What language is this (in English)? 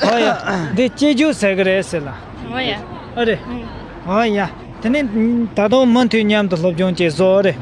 Tibetan